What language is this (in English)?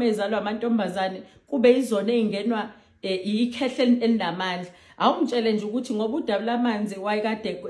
Zulu